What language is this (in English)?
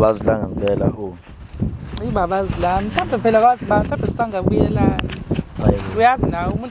Zulu